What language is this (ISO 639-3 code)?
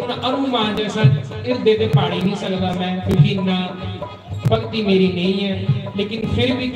doi